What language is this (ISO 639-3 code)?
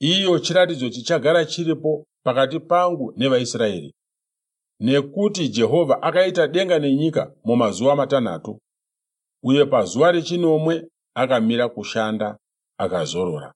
sna